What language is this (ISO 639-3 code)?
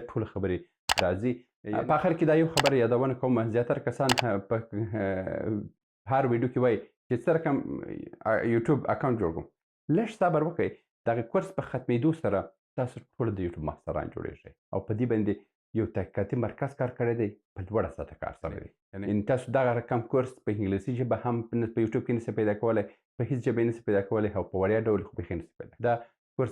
pus